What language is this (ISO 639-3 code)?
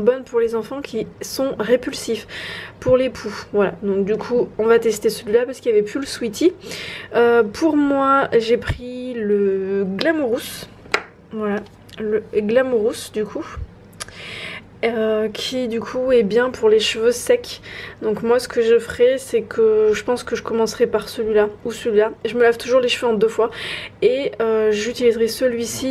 fra